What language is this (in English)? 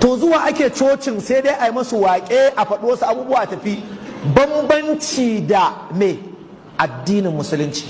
Hausa